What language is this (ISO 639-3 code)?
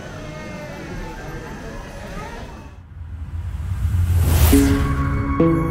eng